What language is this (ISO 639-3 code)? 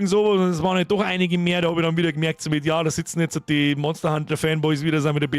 bar